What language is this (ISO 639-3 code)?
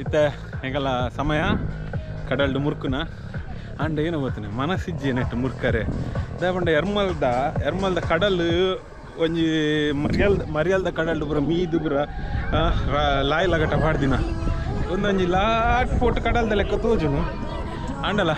tcy